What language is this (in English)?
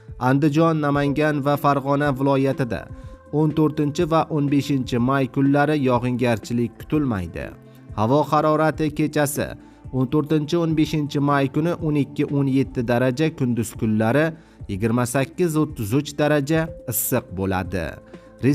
Uzbek